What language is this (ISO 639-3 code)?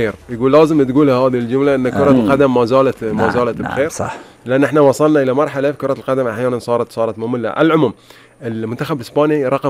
afb